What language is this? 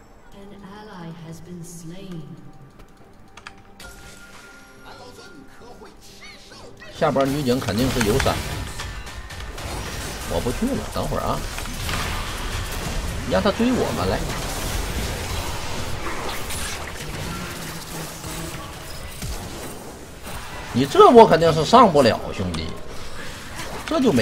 Chinese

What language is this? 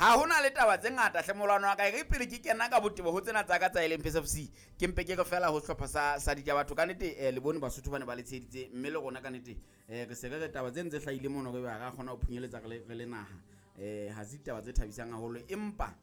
Southern Sotho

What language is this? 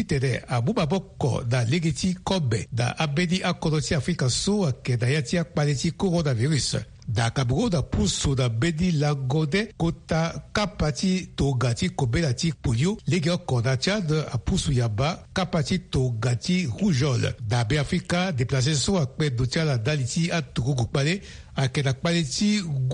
Sango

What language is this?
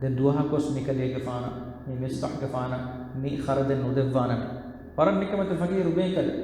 Divehi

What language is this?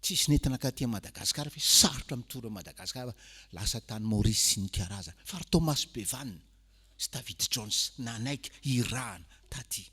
Malagasy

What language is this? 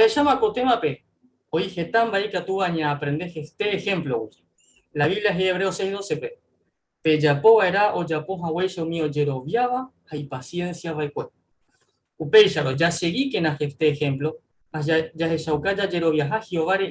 Guarani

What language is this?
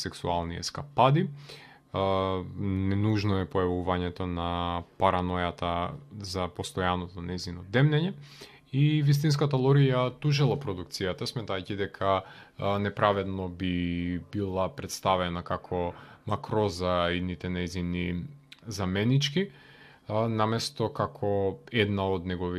Macedonian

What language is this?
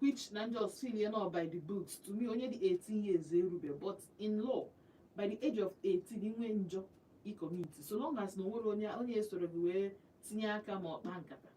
Igbo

